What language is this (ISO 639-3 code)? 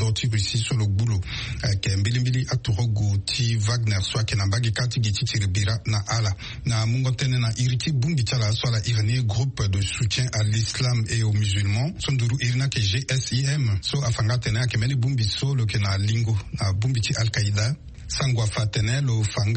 sag